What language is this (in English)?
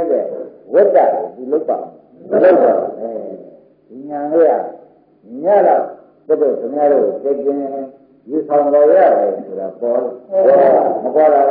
Burmese